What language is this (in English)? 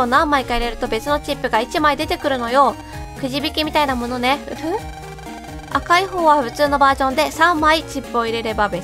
Japanese